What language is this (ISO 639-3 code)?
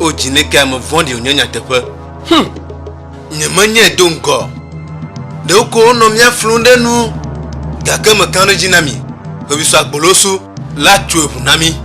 ewe